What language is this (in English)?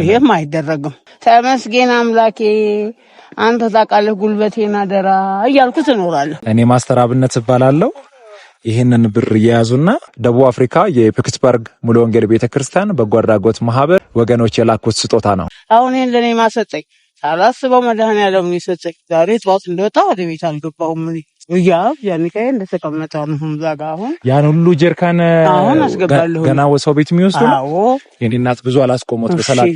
Amharic